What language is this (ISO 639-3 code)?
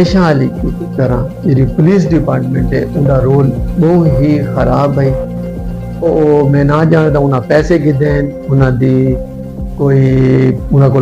skr